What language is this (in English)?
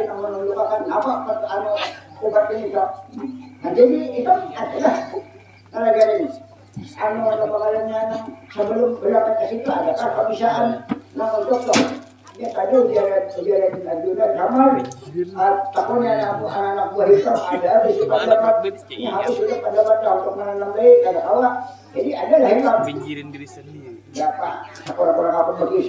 Banjar